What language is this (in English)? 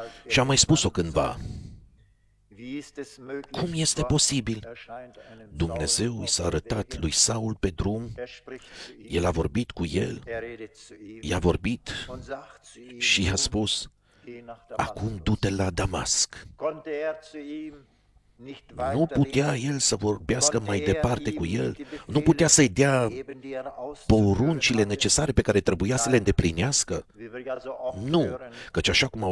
Romanian